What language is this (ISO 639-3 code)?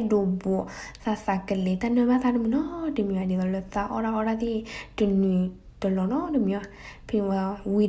ksw